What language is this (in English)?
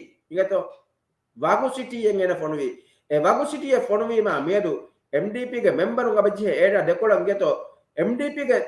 Divehi